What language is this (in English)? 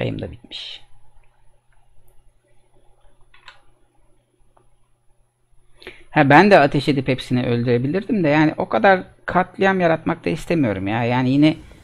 Turkish